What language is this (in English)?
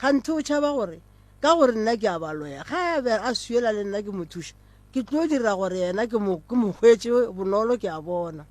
Northern Sotho